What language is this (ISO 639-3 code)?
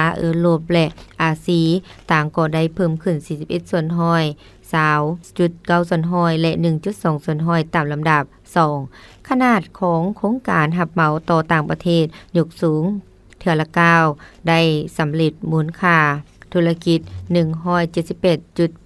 lao